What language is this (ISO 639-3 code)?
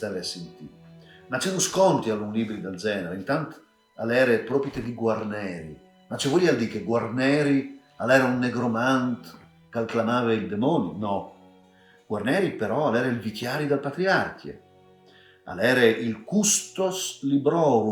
fur